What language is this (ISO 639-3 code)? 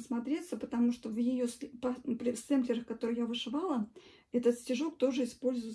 rus